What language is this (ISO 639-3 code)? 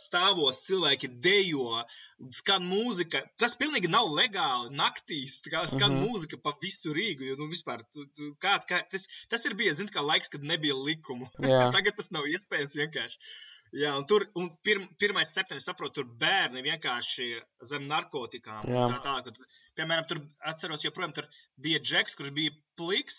lav